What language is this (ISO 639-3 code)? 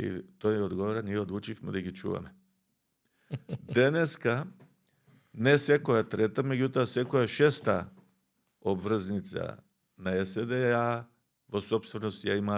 mkd